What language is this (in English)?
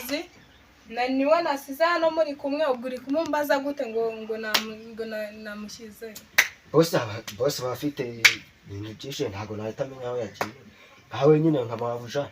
Kinyarwanda